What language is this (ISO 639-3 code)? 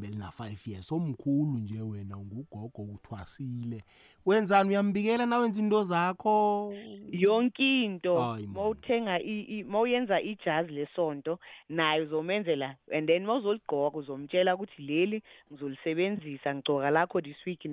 nbl